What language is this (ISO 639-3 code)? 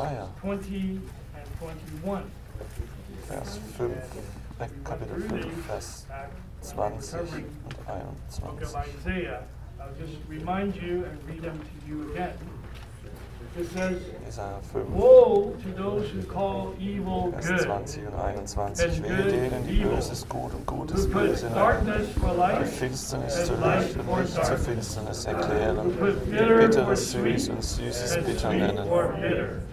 deu